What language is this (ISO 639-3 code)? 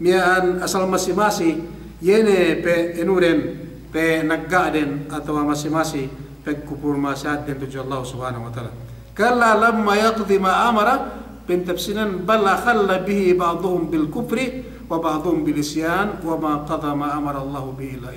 yka